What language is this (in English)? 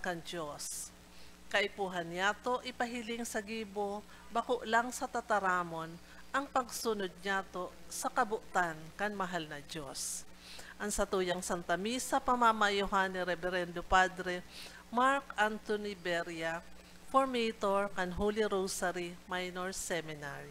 Bikol